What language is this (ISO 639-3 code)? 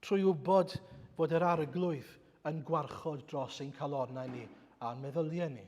cym